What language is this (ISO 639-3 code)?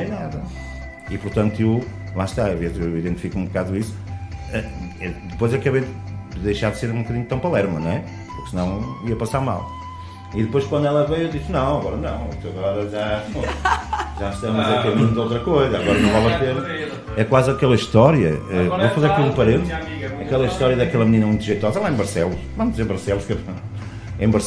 por